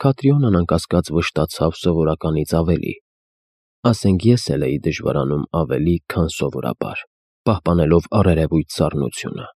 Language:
Armenian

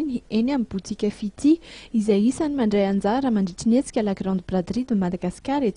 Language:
Malagasy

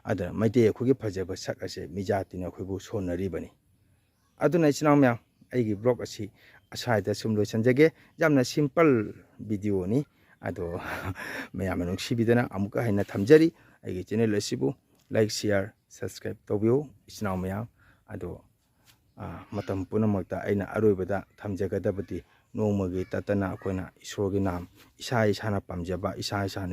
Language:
Manipuri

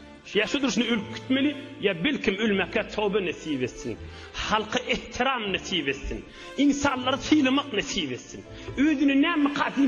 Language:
Turkmen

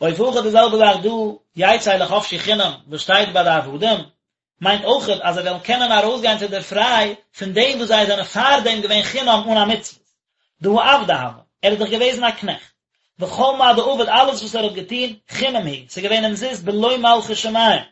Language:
Yiddish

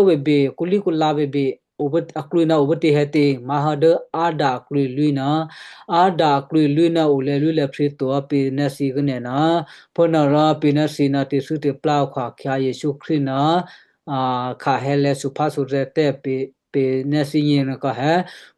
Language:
Western Kayah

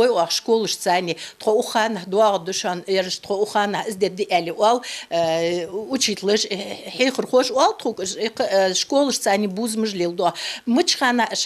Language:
Ingush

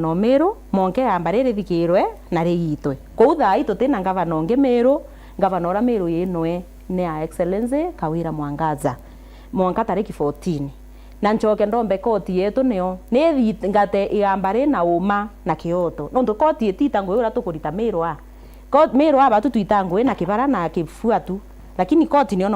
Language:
Meru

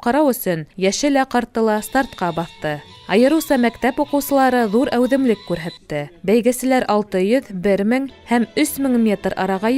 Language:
Bashkir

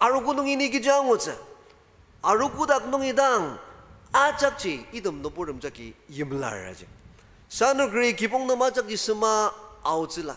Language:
Ao Naga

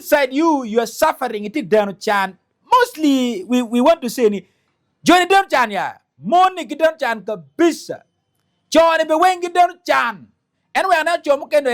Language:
Acoli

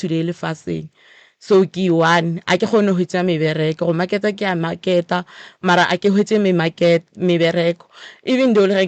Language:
Northern Sotho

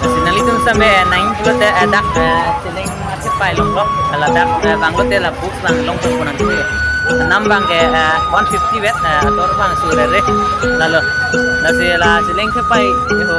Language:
Karbi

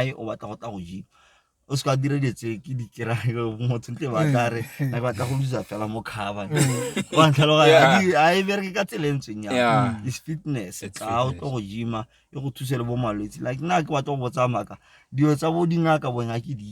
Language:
Tswana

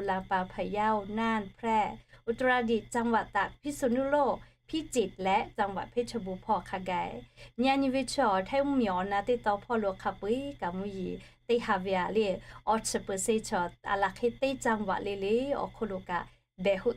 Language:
Lahu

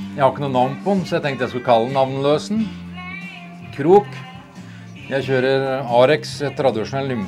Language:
Norwegian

